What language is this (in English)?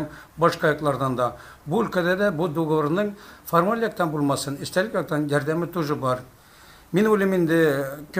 Tatar